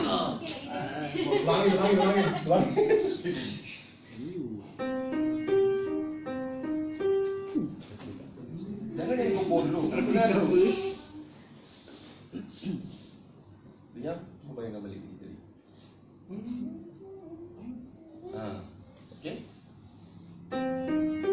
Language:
Malay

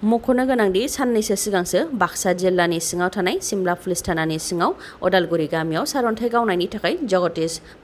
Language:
Bodo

